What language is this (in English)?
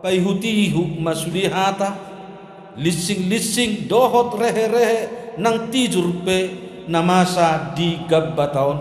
Batak Toba